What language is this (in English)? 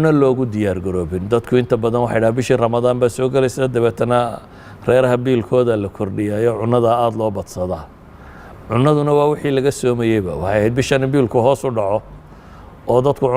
Somali